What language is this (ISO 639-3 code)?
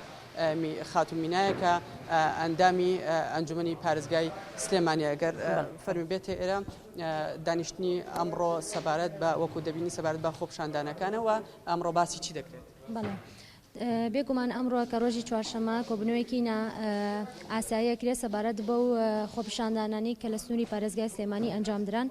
ckb